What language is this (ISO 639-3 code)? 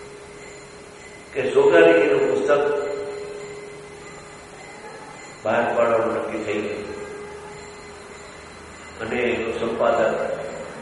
guj